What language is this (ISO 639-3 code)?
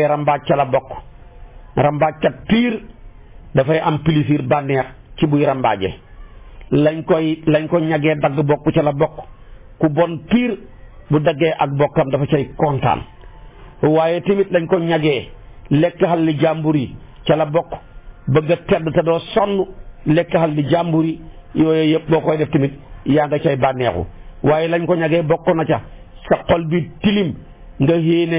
wol